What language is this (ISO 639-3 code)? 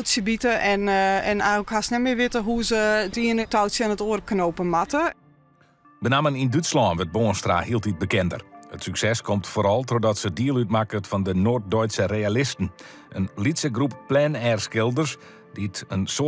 fry